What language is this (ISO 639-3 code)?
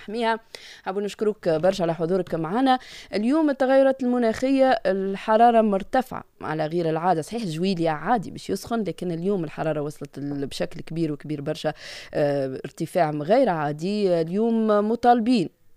aeb